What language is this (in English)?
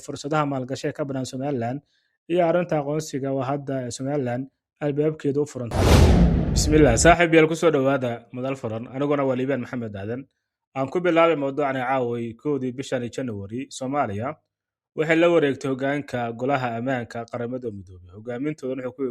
Somali